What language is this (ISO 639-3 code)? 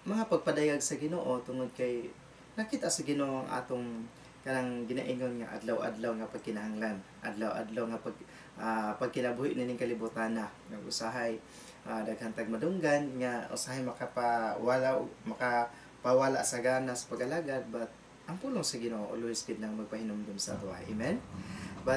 ceb